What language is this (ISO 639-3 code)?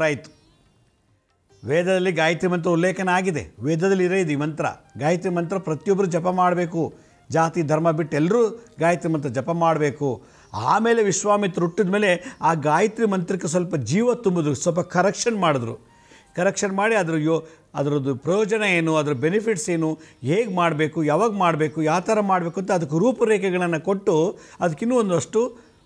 kan